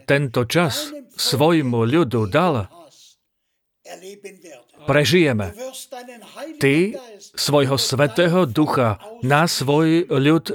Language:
Slovak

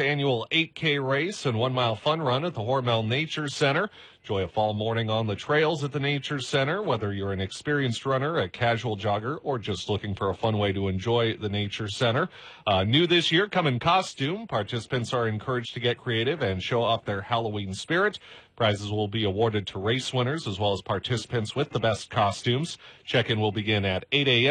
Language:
English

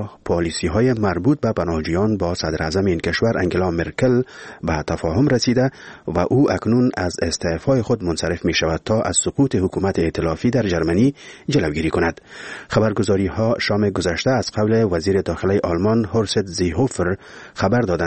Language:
Persian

